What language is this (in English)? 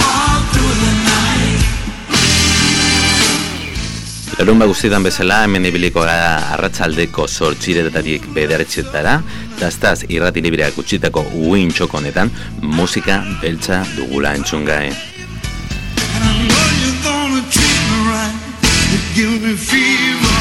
Basque